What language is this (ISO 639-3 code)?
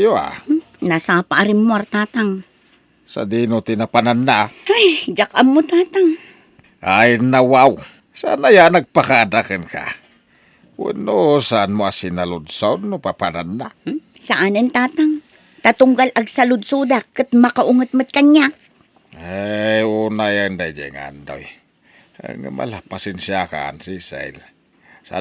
ilo